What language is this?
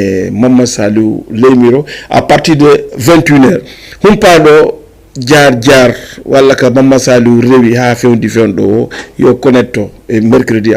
Fula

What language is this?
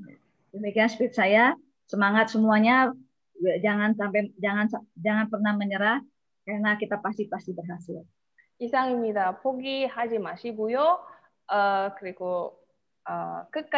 Indonesian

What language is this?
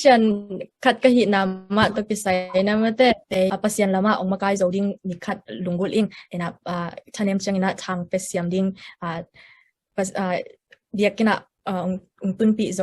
Tedim Chin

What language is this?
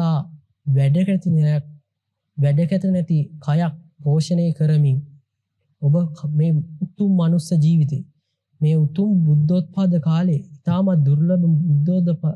Sinhala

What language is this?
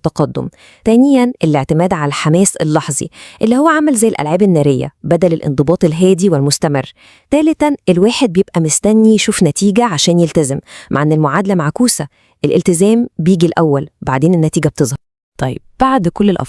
Egyptian Arabic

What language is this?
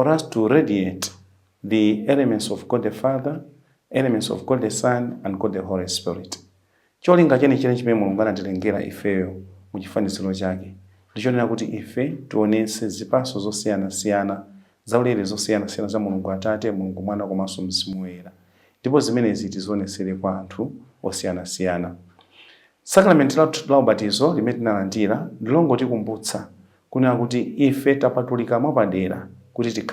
Nyanja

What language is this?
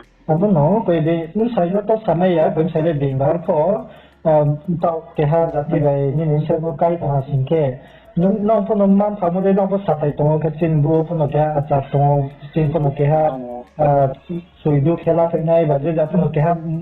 Riang (India)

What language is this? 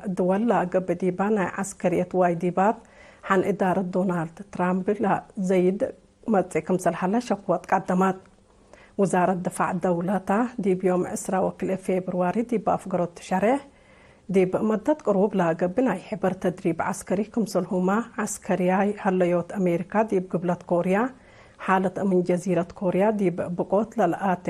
Tigre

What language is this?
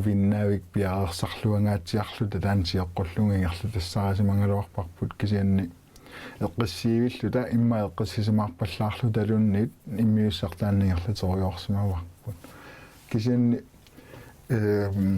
Kalaallisut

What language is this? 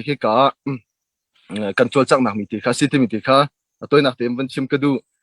Hakha Chin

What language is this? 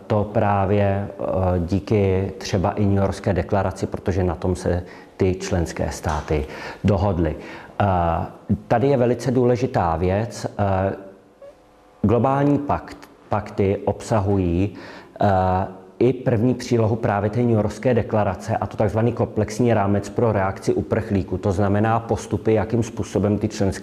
Czech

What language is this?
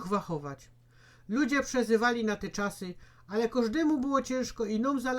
Silesian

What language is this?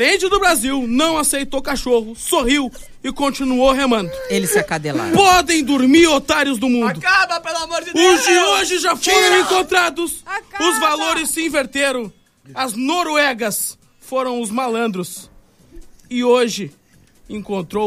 Portuguese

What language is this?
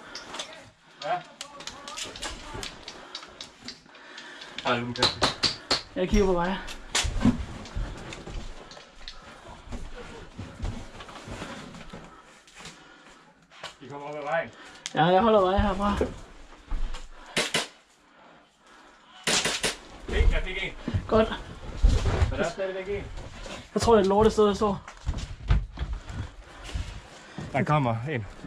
Danish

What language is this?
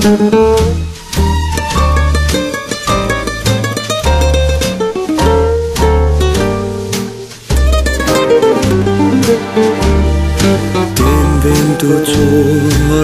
Danish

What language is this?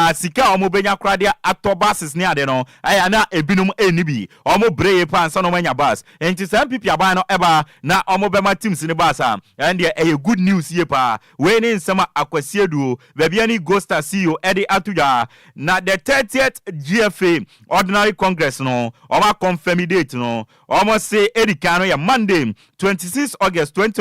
Akan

